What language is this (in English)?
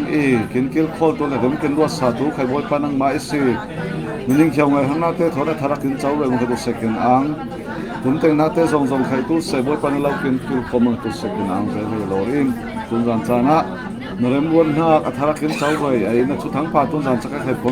Falam Chin